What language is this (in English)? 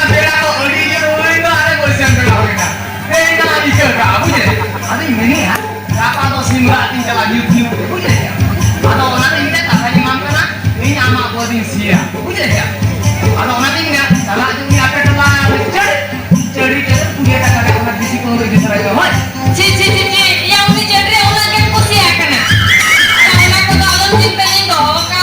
Santali